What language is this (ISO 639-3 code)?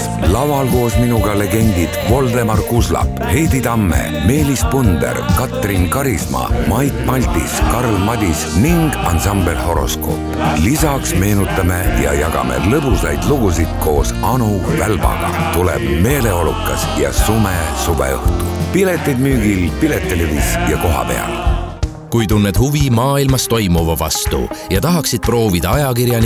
est